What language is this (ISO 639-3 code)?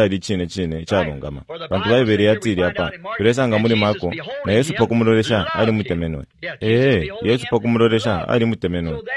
bem